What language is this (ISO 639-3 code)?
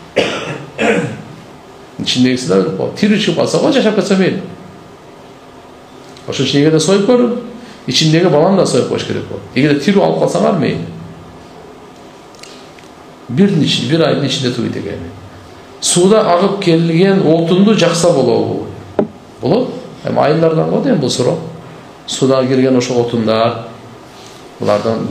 kir